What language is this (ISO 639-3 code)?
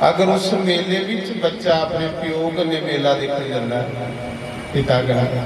doi